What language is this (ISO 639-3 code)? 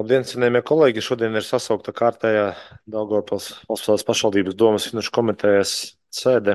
lav